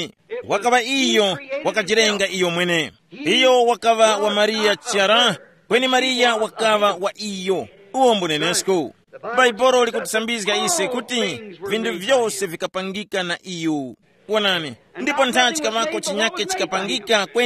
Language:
Tumbuka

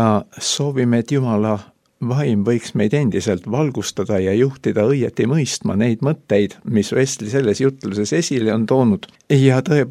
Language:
Estonian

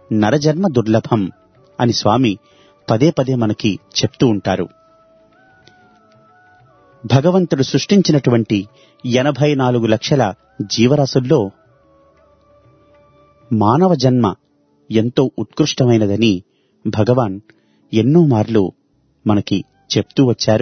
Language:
Telugu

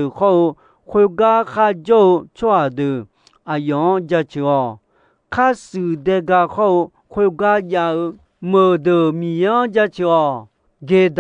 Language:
Akha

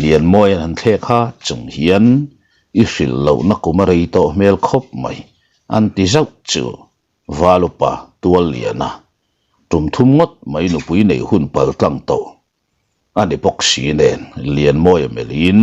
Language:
Mizo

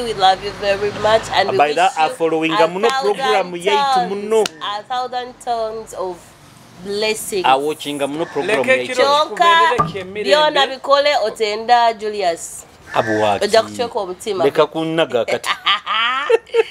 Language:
Nyoro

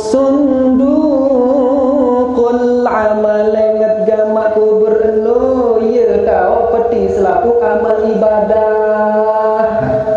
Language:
Sasak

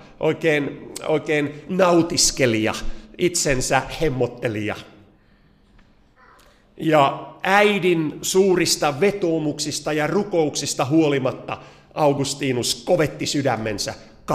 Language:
Finnish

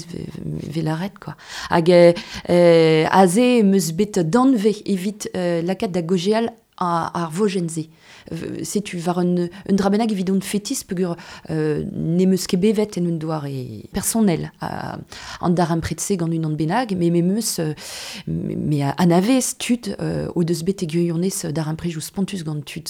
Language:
Breton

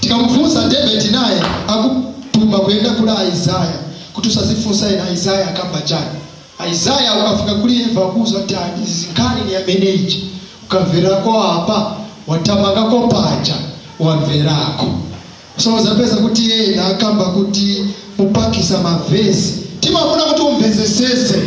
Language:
Nyanja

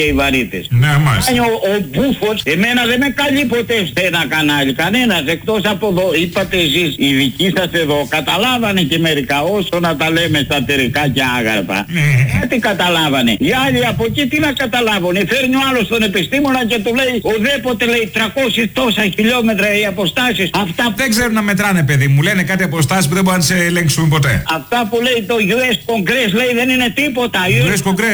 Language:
Greek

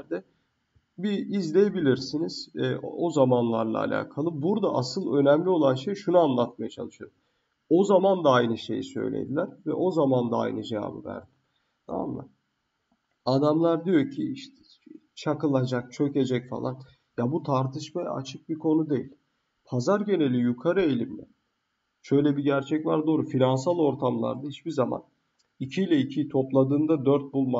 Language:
Turkish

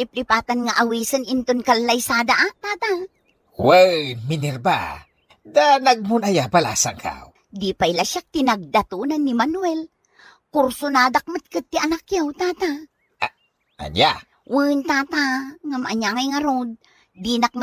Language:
Iloko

